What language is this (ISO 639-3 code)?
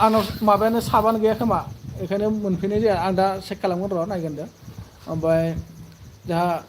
brx